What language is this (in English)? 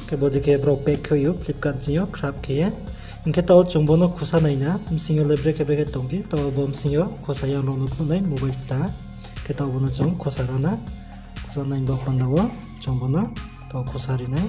Riang (India)